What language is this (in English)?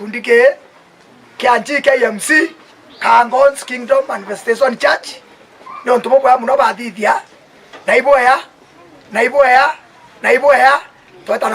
Meru